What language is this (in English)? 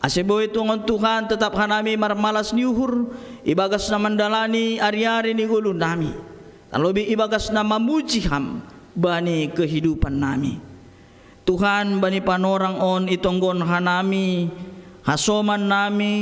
Batak Simalungun